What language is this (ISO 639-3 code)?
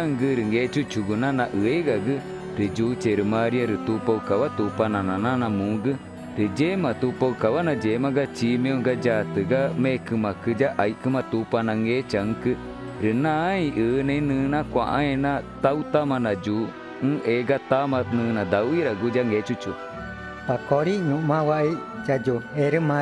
tca